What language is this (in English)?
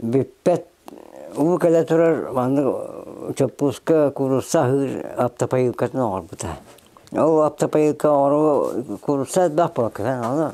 Yakut